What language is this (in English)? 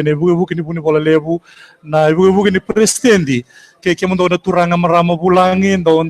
Fijian